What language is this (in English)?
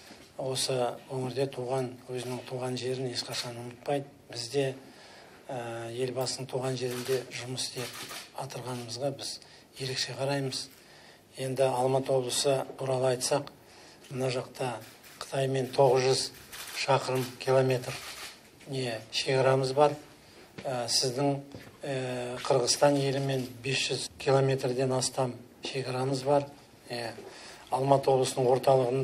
Kazakh